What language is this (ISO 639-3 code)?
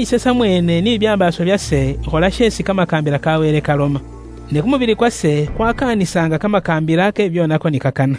luy